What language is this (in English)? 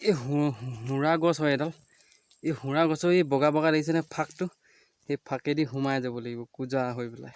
Assamese